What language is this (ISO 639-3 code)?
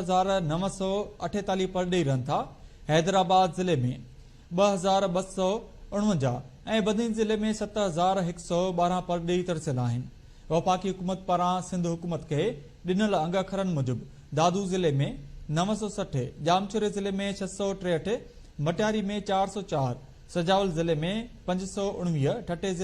snd